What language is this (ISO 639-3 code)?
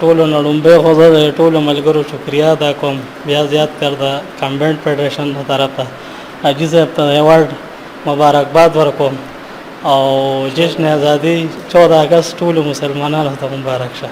pus